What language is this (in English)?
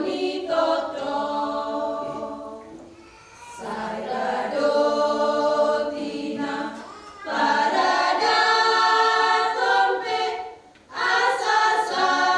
Batak Toba